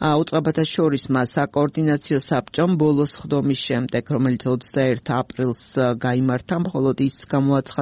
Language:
Georgian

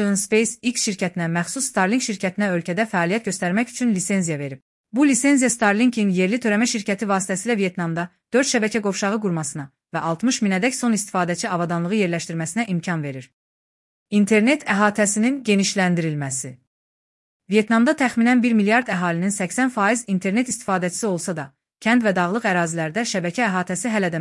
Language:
Azerbaijani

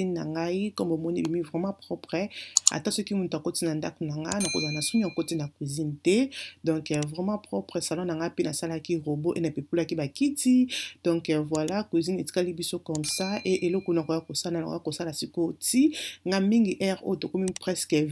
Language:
Lingala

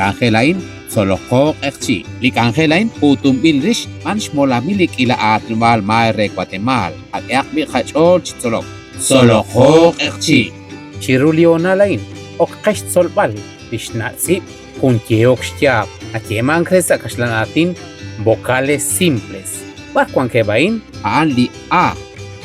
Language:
Kekchí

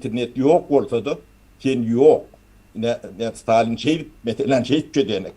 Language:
Turkmen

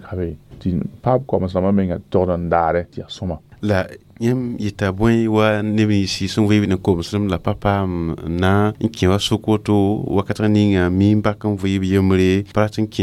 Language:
Mossi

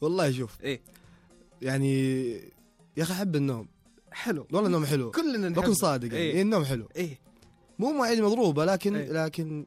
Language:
Najdi Arabic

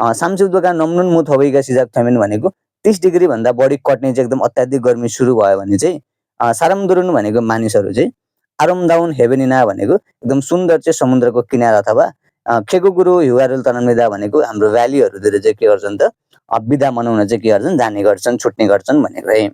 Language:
Nepali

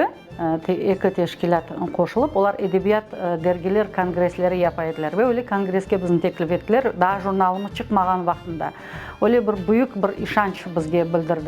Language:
Crimean Tatar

